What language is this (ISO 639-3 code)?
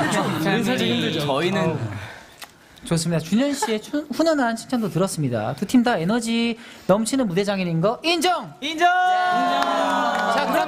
kor